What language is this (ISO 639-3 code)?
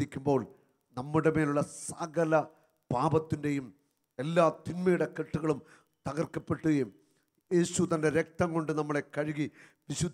mal